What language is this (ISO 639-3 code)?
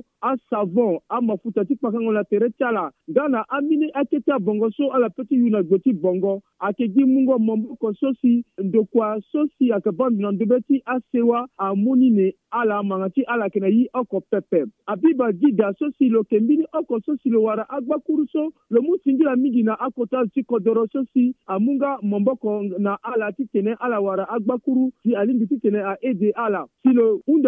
sag